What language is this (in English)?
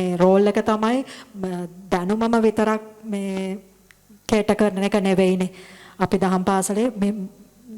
Sinhala